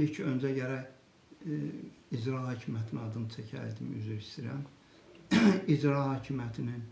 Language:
Azerbaijani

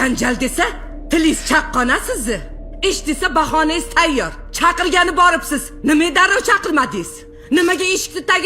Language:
Uzbek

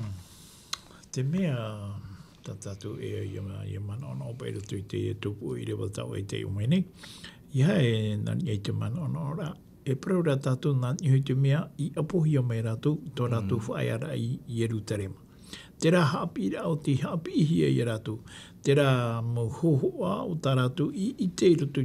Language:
Tahitian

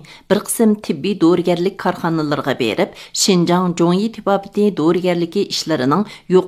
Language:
Uyghur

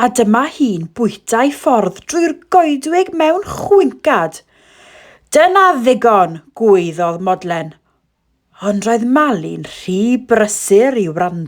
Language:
Welsh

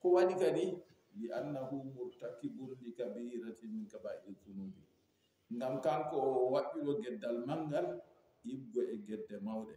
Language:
Fula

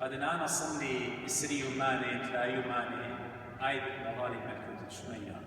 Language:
Assyrian Neo-Aramaic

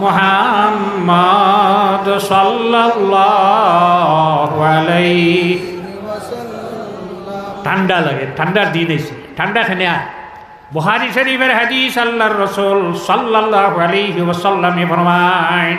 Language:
Sylheti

